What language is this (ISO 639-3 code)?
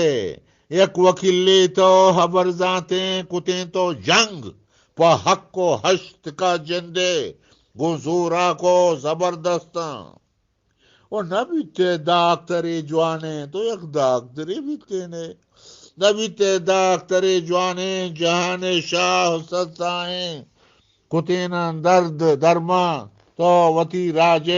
bgp